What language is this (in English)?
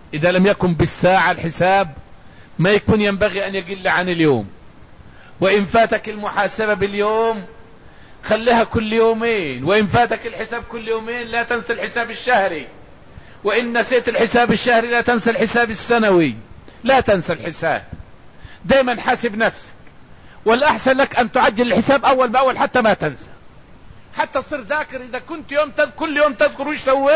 Arabic